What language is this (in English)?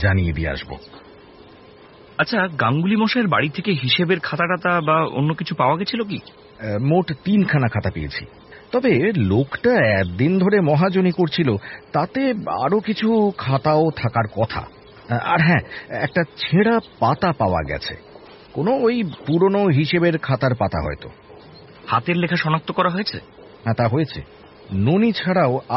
Bangla